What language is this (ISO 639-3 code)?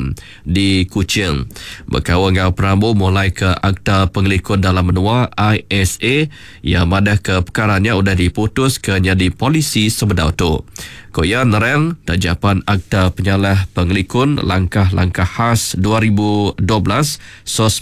iba